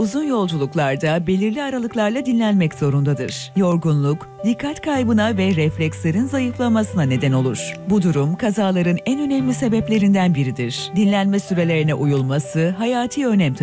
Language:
Turkish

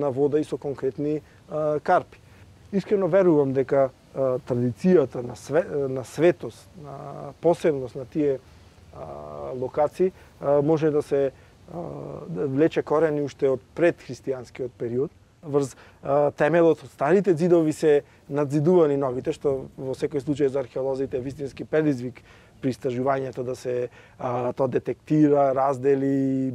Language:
Macedonian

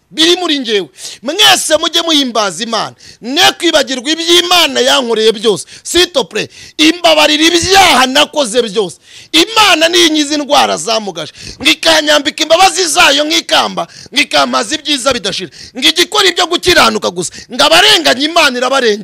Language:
Kinyarwanda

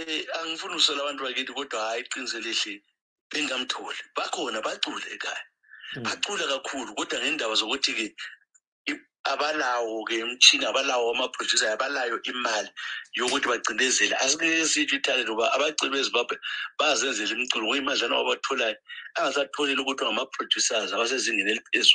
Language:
North Ndebele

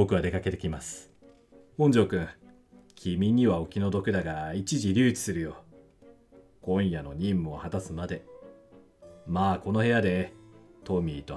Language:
Japanese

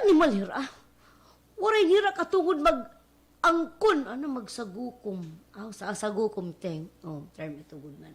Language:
Waray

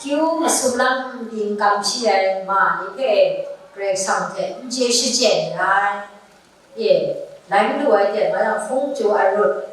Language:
Kachin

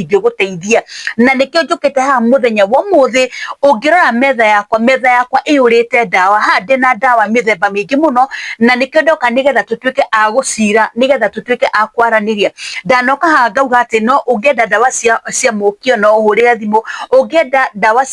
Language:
Kikuyu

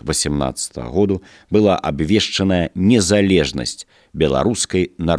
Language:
Belarusian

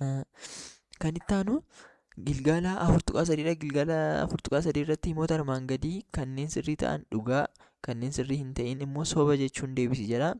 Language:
Oromo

